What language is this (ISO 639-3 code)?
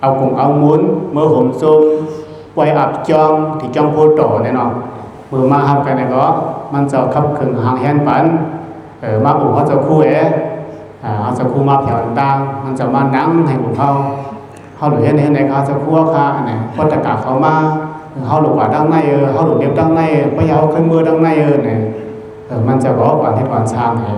shn